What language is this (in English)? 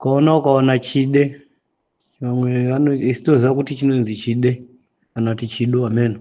Shona